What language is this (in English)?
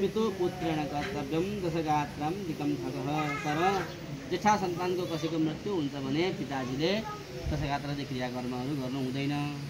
Nepali